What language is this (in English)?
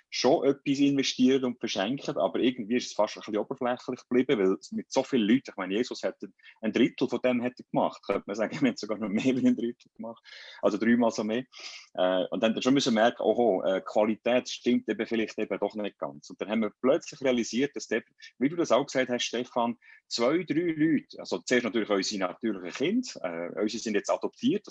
Swiss German